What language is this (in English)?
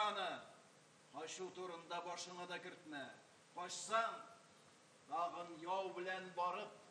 Tatar